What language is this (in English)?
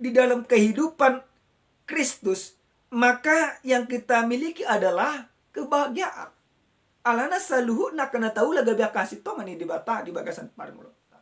Batak Toba